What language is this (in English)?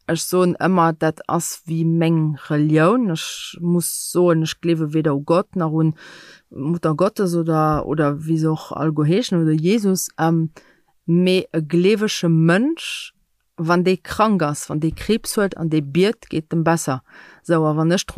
Luxembourgish